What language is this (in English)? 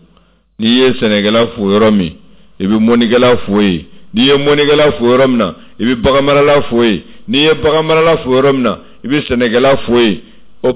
Bambara